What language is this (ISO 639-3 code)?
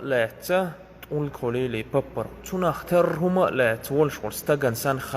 che